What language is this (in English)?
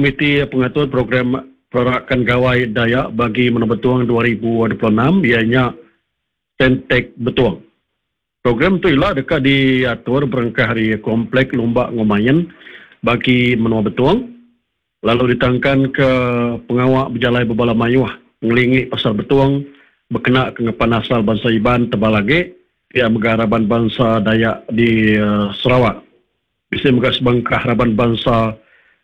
Iban